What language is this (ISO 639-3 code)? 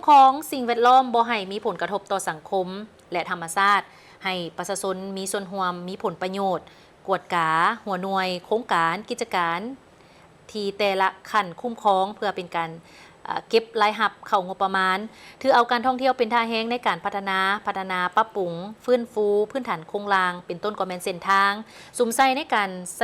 lao